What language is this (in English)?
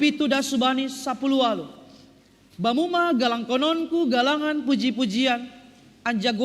Batak Simalungun